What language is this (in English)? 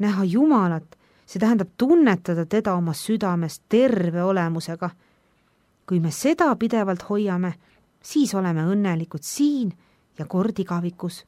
Estonian